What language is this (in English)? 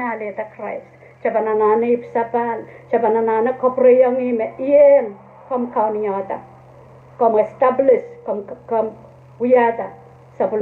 Pohnpeian